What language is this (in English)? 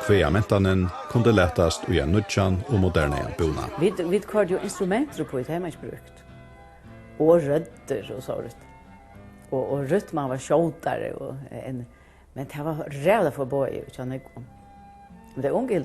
Faroese